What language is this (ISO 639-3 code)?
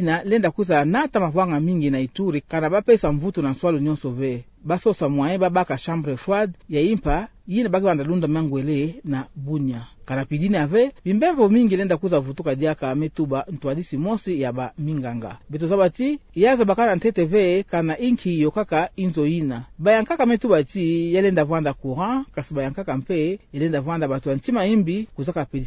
ktu